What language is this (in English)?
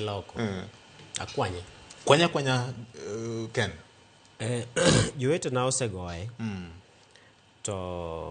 Luo (Kenya and Tanzania)